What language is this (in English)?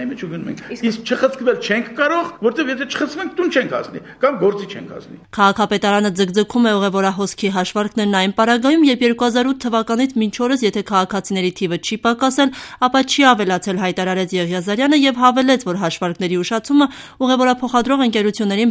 Armenian